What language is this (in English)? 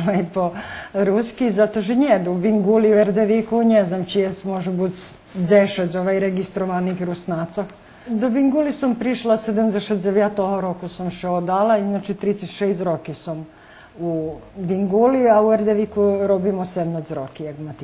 Rusyn